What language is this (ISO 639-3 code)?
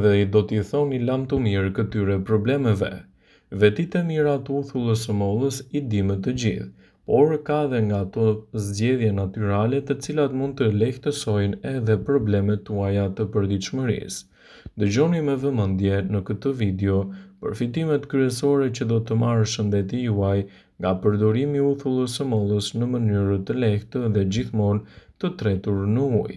sqi